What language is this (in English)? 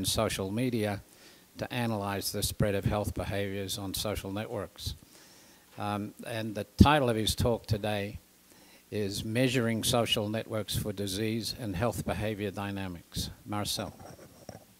English